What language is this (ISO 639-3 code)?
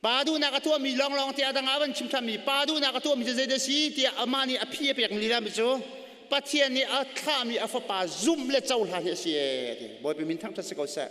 cnh